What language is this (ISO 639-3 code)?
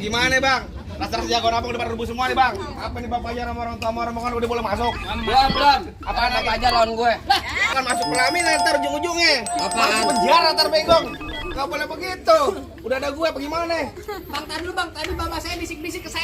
bew